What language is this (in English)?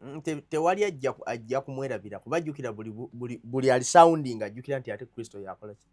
Ganda